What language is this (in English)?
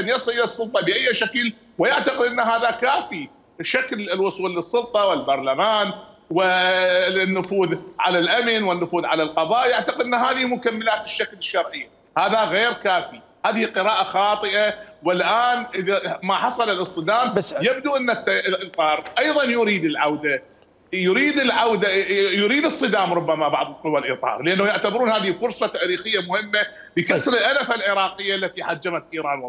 Mesopotamian Arabic